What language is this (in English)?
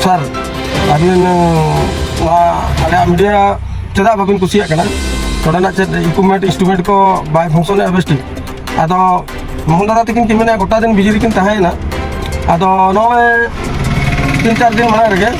Santali